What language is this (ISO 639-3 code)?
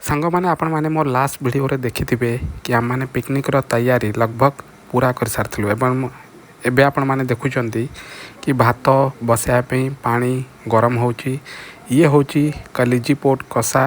ori